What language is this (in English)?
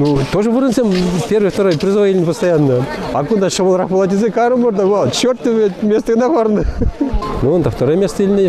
Chuvash